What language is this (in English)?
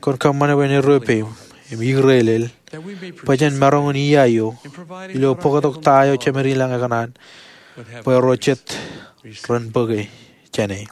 Marshallese